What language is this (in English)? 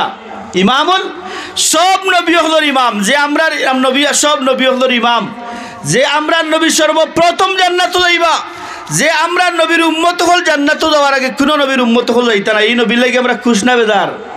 Sylheti